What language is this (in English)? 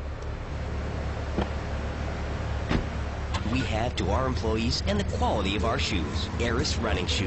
English